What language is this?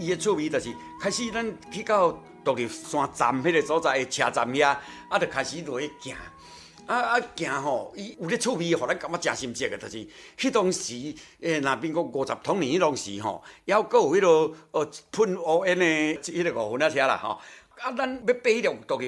Min Nan Chinese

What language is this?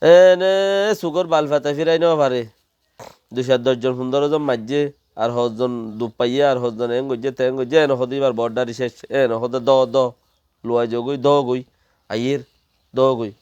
Rohingya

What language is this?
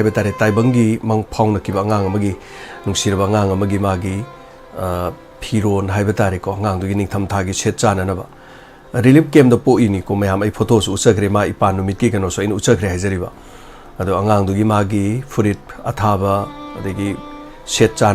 Manipuri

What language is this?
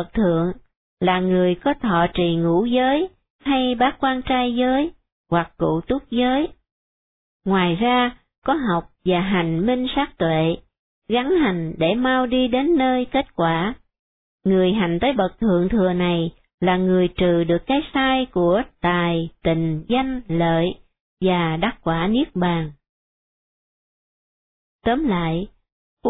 Vietnamese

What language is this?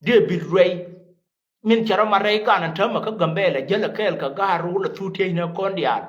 Nuer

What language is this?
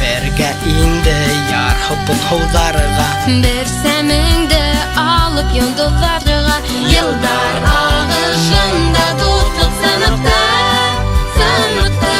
Bashkir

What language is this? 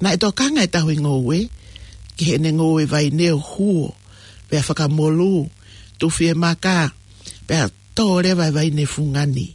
Tongan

